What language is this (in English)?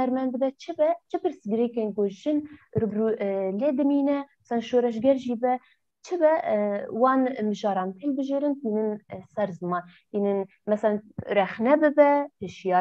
Kurdish